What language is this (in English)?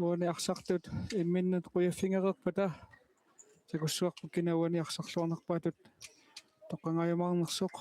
Kalaallisut